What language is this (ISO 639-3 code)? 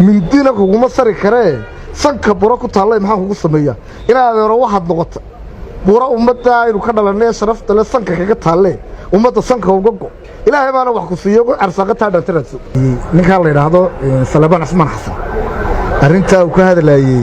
som